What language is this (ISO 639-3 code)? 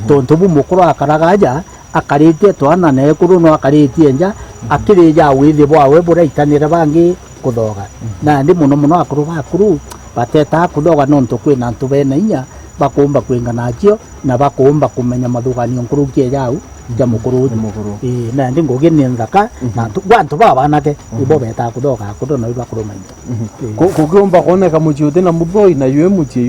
mer